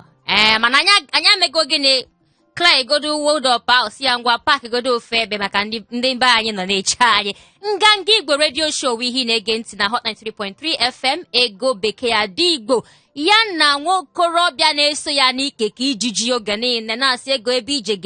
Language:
Igbo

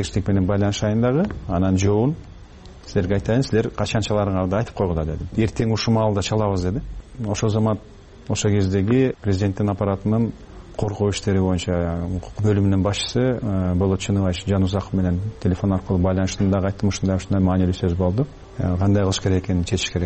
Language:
Kyrgyz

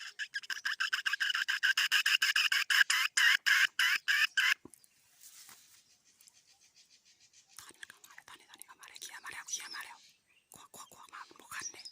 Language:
Lao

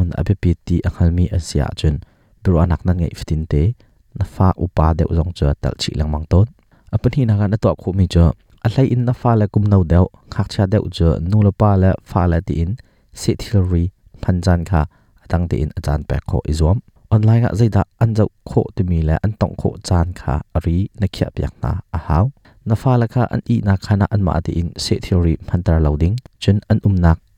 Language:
Hakha Chin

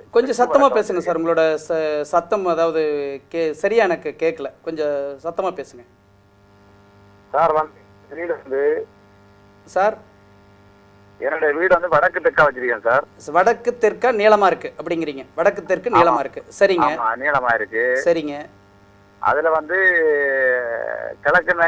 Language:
Tamil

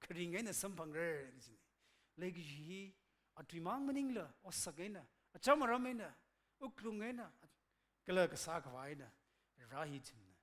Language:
Tangkhul Naga (India)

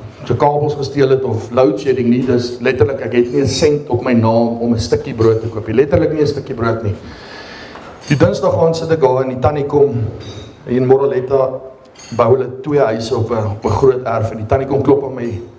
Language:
Afrikaans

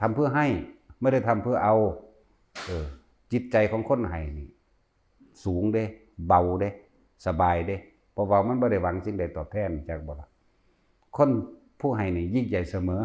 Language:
Lao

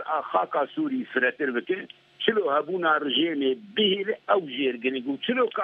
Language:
Kurdish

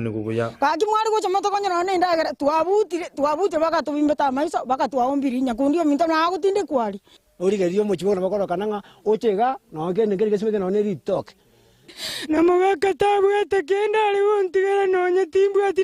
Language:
Gusii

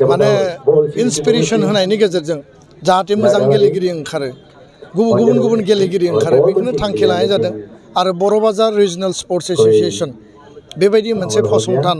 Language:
Bodo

